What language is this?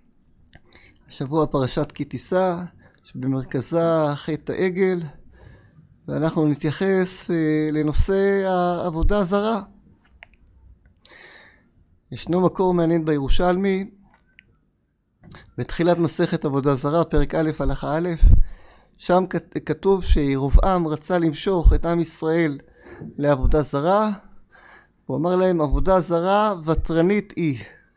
Hebrew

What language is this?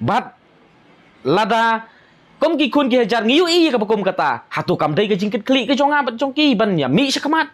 Khasi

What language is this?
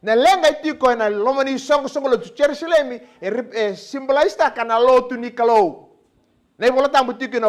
Fijian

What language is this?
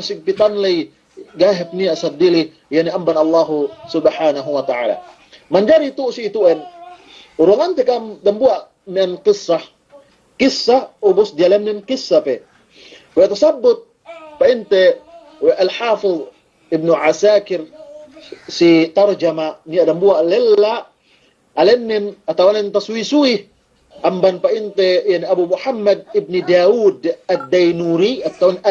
Yakan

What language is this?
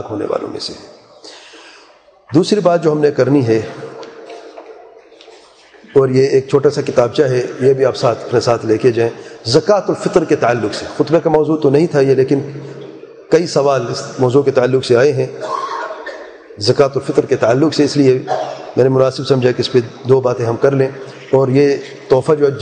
Urdu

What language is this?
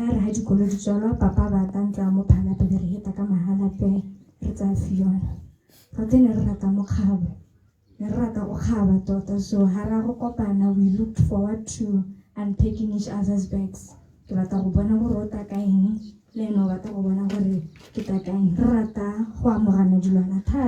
Tswana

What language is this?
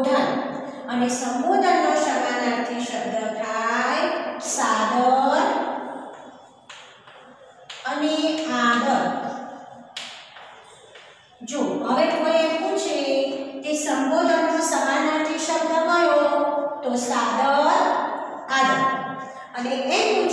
Gujarati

